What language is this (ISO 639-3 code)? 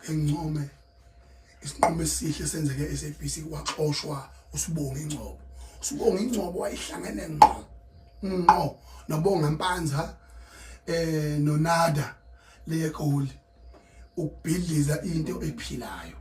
zul